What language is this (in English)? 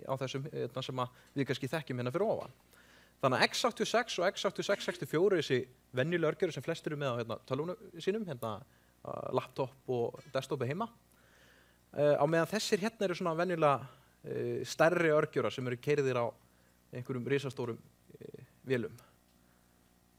Icelandic